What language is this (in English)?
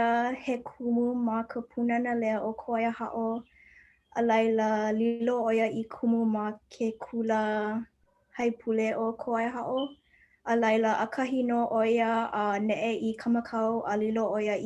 Hawaiian